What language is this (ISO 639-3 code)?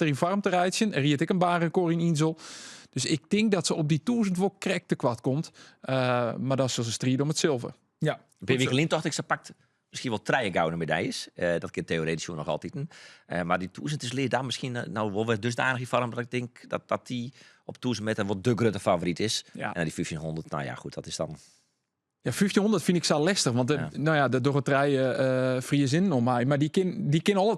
fry